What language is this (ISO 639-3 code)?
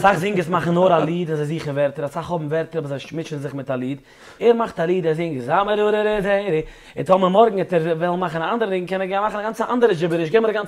yid